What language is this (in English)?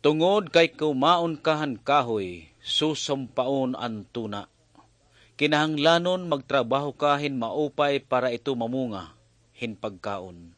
Waray